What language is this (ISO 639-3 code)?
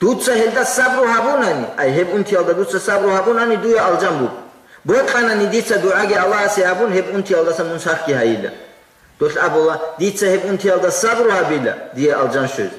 ava